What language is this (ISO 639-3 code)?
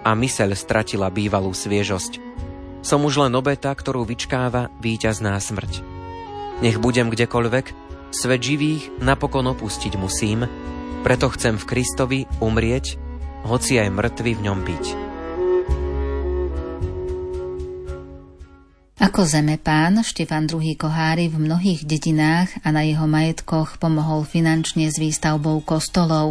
slk